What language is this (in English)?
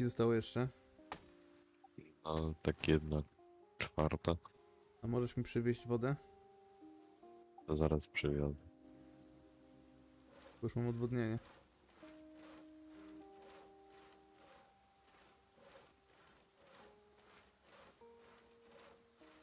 Polish